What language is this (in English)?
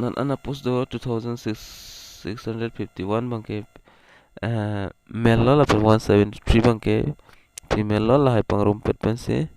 Karbi